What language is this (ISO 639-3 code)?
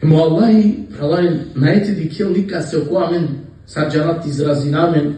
rmn